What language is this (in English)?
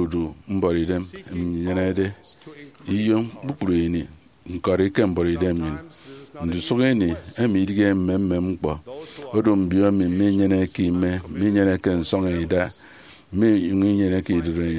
Efik